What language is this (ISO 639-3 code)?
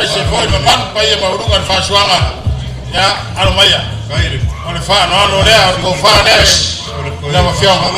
smo